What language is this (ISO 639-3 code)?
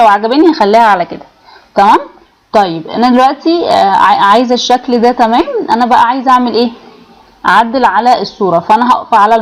arz